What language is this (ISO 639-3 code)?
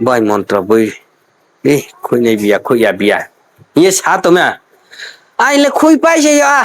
ria